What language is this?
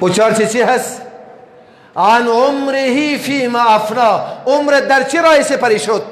Persian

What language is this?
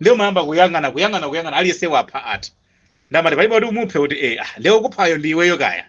Nyanja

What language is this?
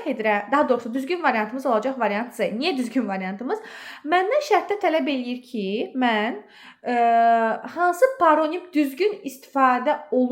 Azerbaijani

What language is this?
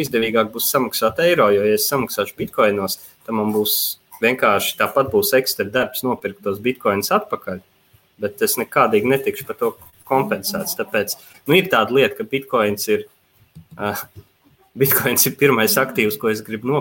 Latvian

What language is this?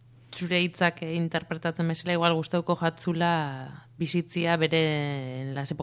Basque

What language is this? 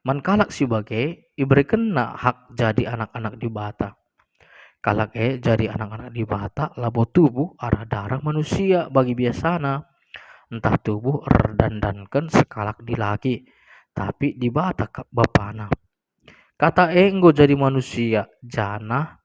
Batak Karo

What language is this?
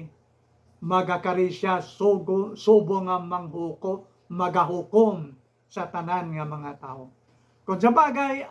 Hiligaynon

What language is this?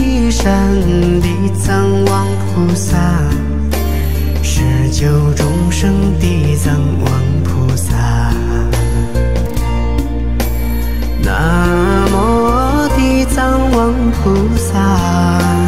Chinese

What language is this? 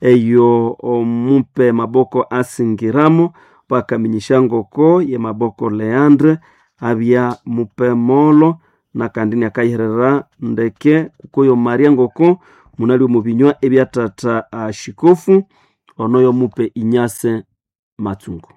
Nande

